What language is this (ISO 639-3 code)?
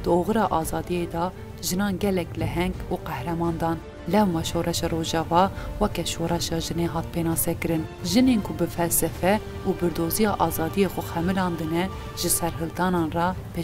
kur